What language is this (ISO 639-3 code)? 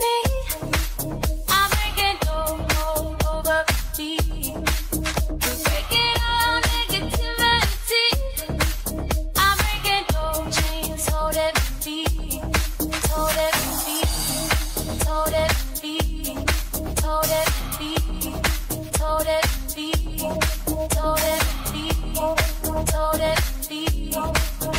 eng